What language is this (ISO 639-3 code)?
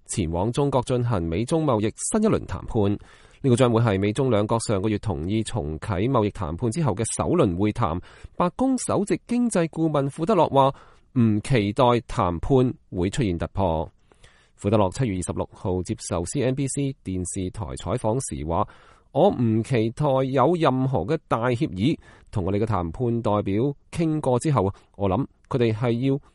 yue